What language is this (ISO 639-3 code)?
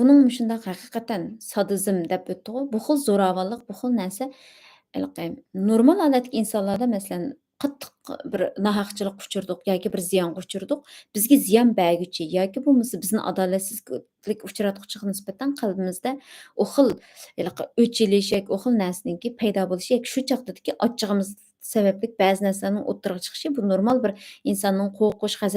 uig